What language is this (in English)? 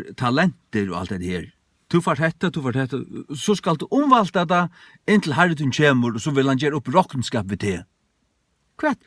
Faroese